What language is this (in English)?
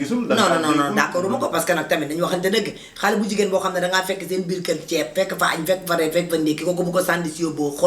Wolof